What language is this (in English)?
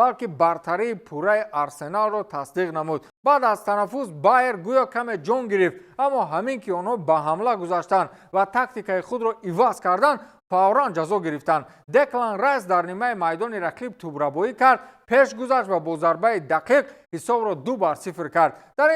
Tajik